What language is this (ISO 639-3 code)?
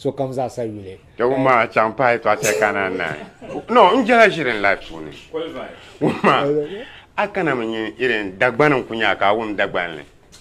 dag